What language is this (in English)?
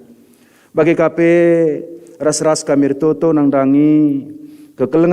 Batak Karo